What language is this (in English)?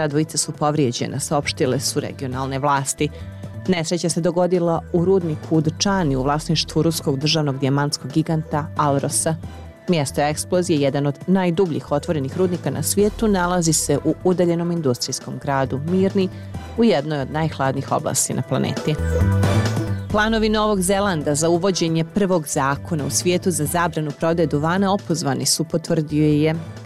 Bosnian